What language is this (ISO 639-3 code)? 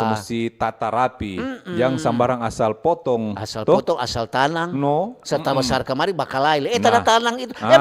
xmm